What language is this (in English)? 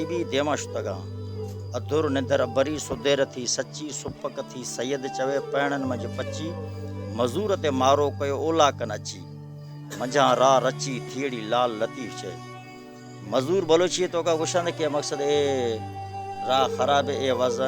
Baluchi